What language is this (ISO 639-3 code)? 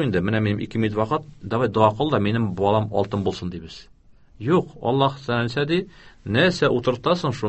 tat